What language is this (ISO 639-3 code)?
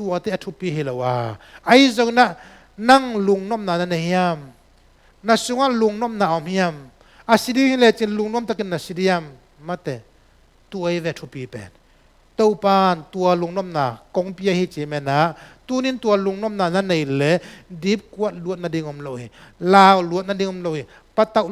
ctd